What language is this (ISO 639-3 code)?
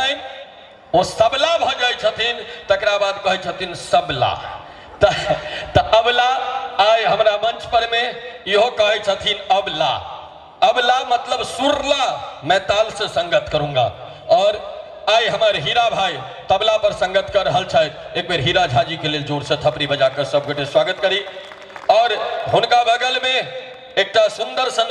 mai